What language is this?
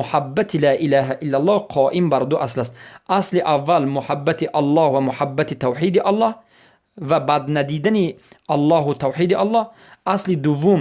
Persian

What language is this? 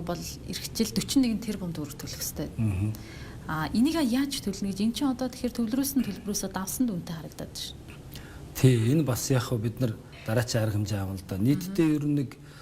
Mongolian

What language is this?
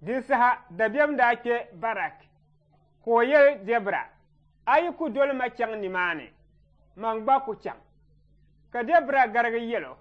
Dagbani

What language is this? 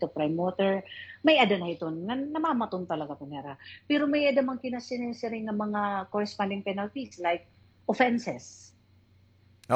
Waray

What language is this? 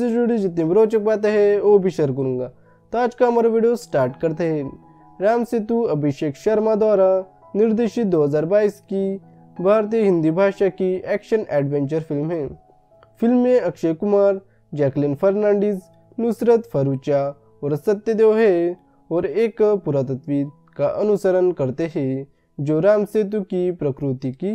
Hindi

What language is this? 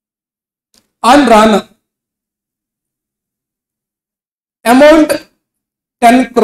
Telugu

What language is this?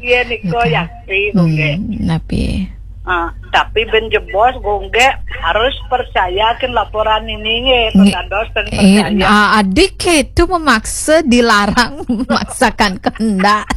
Balinese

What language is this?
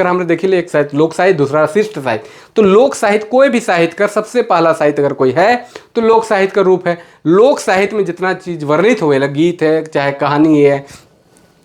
Sadri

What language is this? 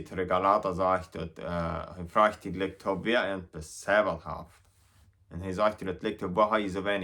Plautdietsch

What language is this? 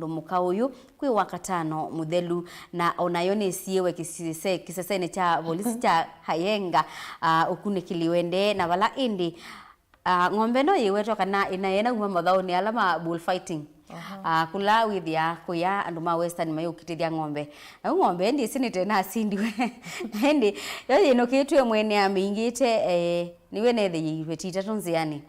Kamba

